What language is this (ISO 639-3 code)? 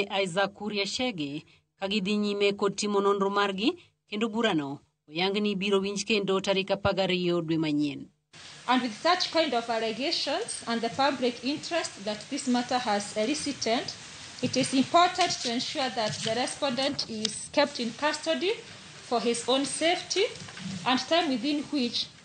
luo